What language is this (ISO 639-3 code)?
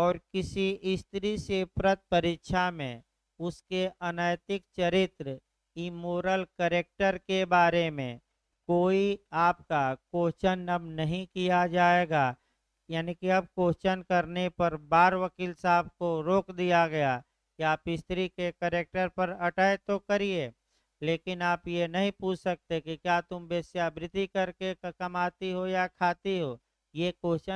hin